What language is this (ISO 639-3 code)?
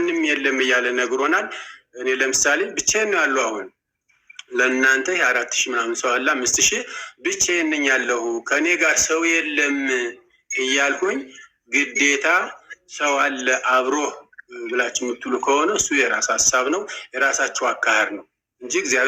amh